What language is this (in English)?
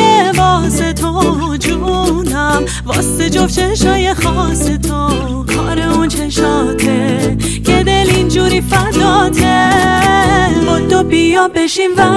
Persian